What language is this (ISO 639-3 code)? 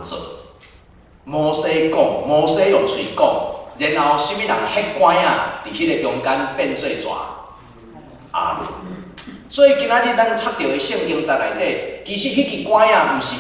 nan